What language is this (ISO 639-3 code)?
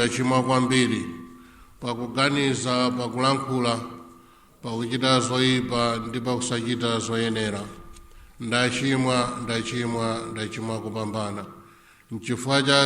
nya